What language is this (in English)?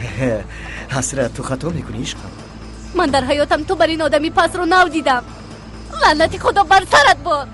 Tajik